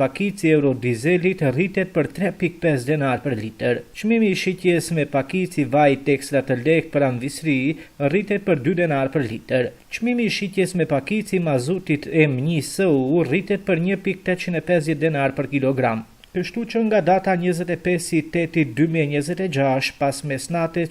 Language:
Albanian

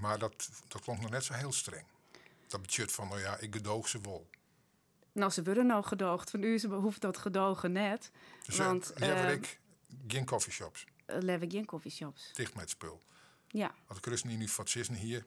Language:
Western Frisian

